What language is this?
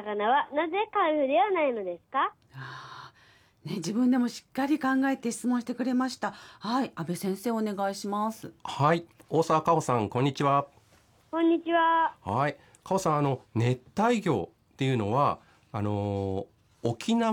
Japanese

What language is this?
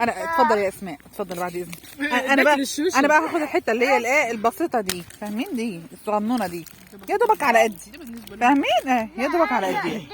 Egyptian Arabic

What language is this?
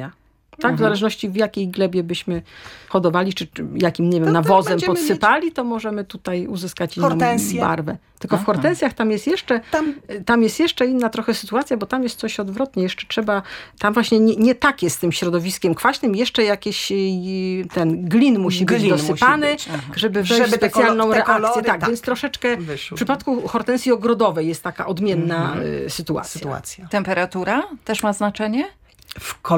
Polish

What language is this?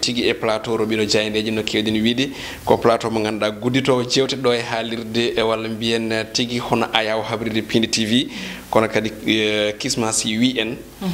Fula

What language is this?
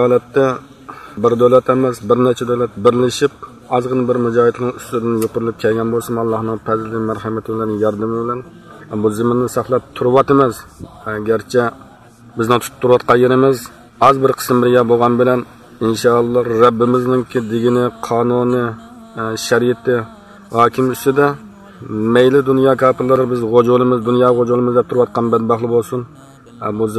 Uyghur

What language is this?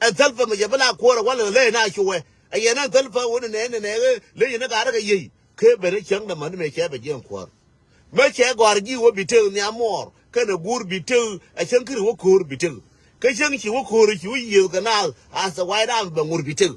Nuer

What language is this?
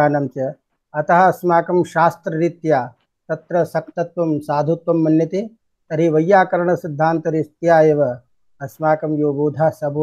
Sanskrit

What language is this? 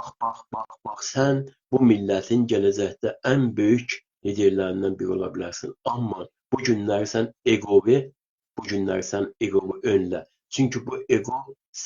South Azerbaijani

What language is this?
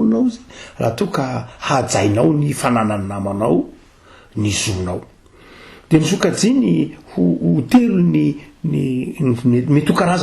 Malagasy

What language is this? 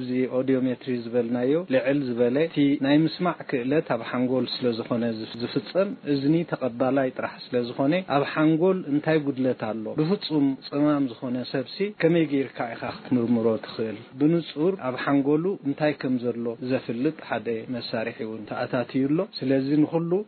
Tigrinya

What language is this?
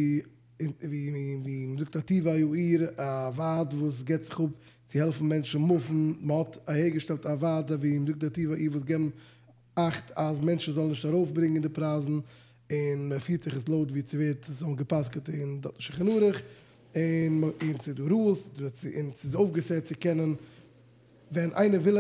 Yiddish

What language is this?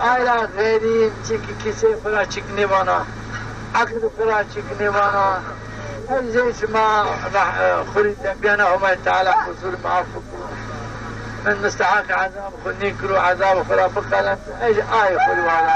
Zaza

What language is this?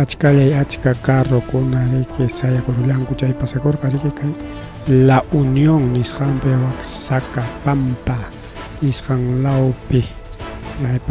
Ayacucho Quechua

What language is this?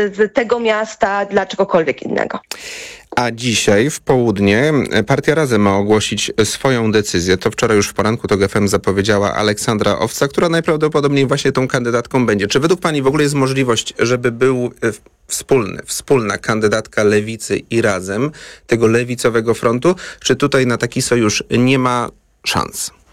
Polish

